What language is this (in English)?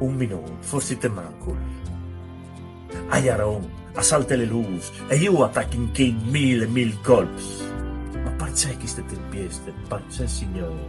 Friulian